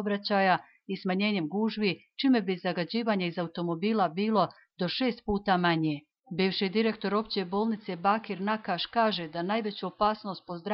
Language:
Bosnian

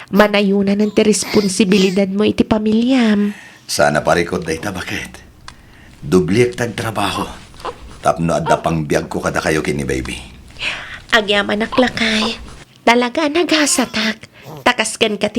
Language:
Iloko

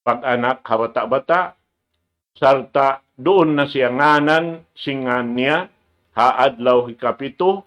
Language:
Tausug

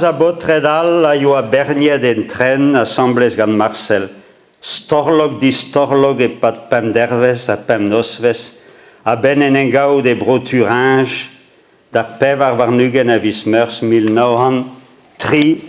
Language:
Breton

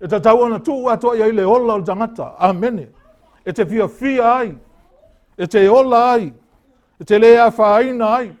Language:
Samoan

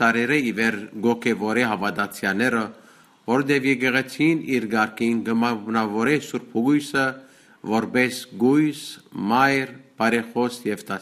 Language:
Western Armenian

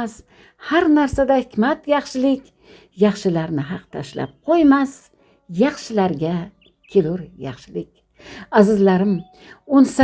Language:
Uzbek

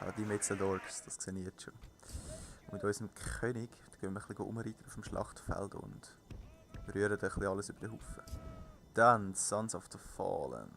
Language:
Swiss German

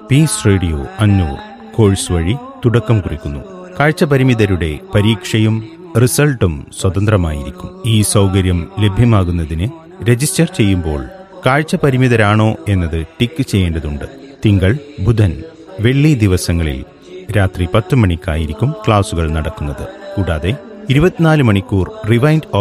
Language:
Malayalam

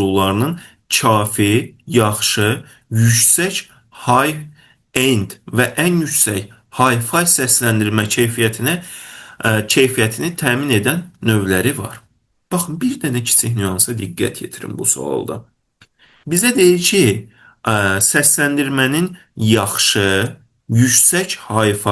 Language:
Azerbaijani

